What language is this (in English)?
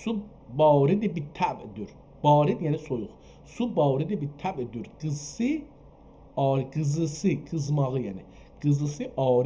South Azerbaijani